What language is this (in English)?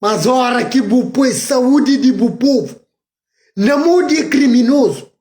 Kabuverdianu